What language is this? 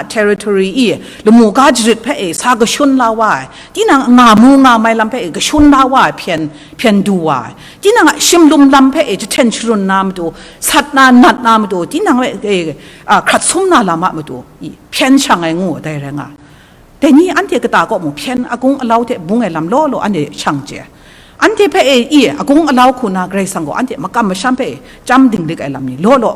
Kachin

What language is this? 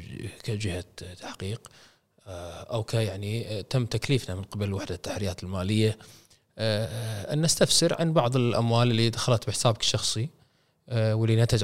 Gulf Arabic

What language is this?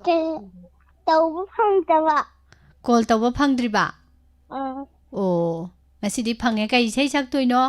Manipuri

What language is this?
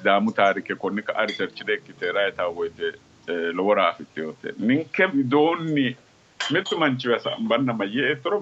Sidamo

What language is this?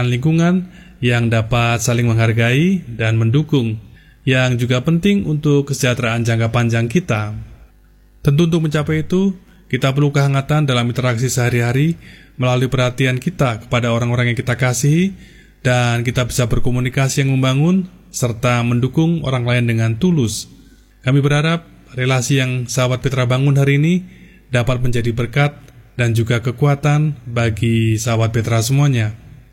Indonesian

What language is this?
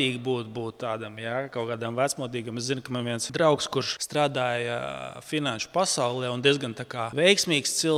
Latvian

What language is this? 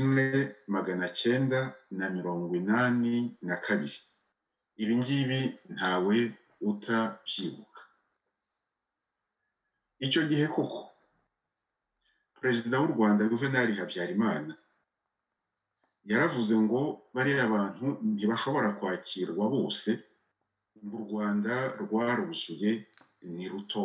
Kinyarwanda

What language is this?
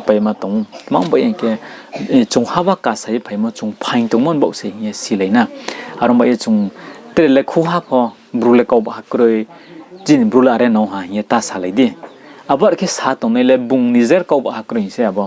Riang (India)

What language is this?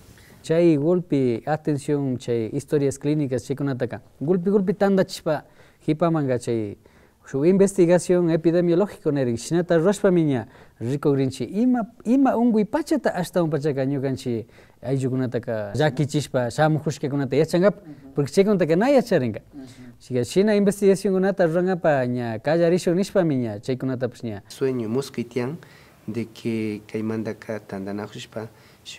Imbabura Highland Quichua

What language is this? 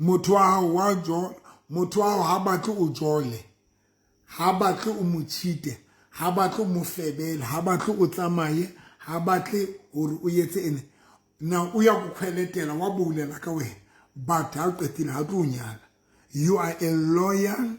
Southern Sotho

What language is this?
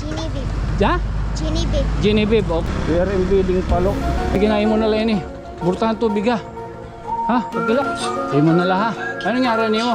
Waray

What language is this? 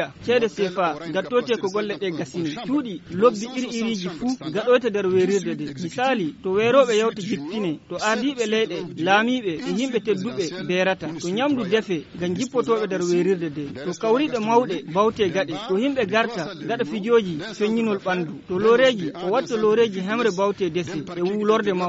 Fula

